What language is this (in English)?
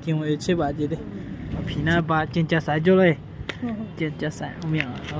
Akha